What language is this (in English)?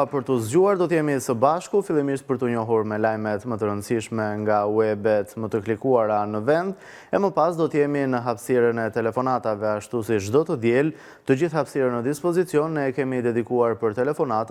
Albanian